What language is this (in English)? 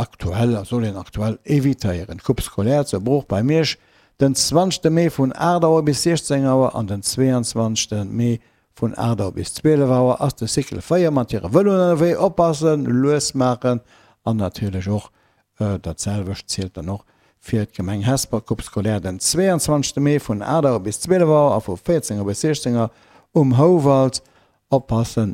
Luxembourgish